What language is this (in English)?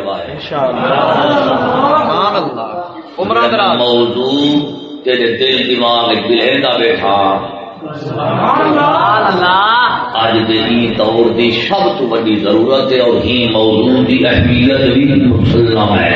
Saraiki